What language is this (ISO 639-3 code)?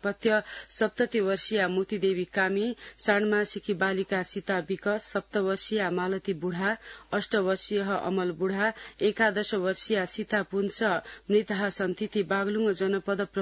san